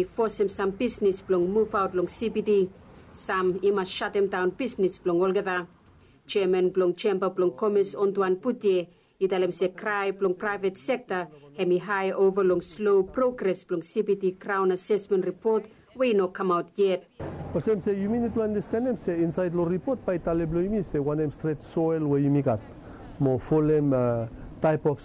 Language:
Bislama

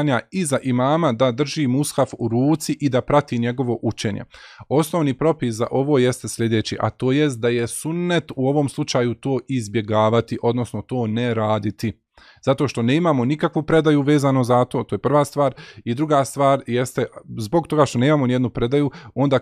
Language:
Bosnian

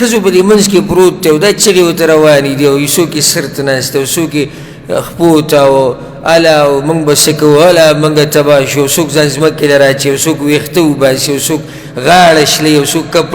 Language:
Pashto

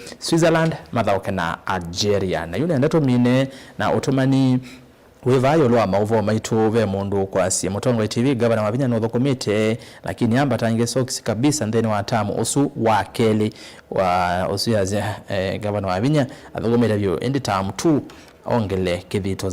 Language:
Kamba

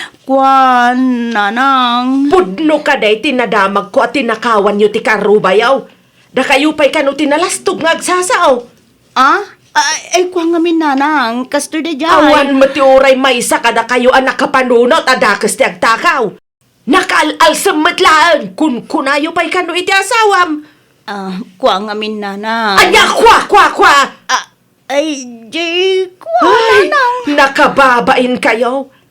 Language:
Iloko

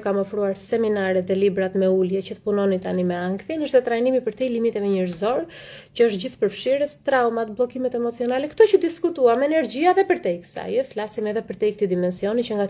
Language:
Albanian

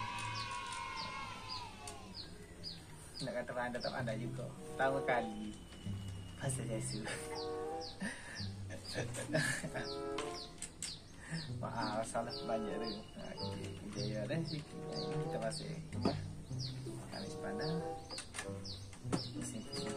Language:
Malay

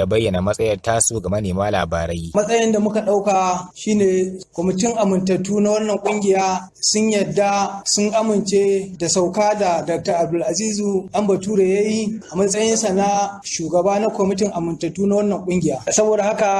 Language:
Hausa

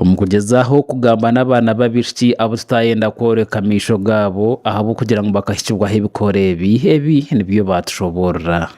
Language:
Nyankole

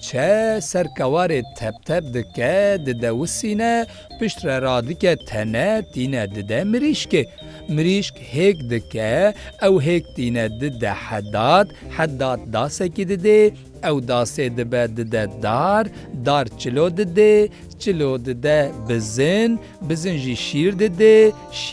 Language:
Kurdish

